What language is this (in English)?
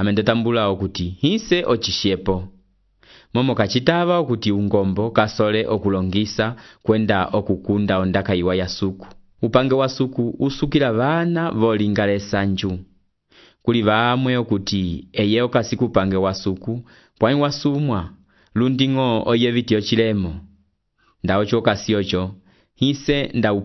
Umbundu